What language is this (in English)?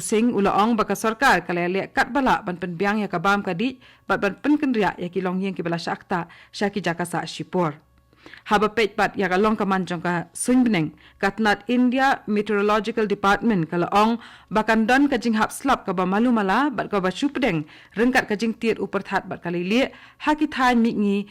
Khasi